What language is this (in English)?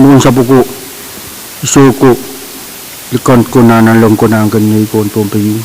Pohnpeian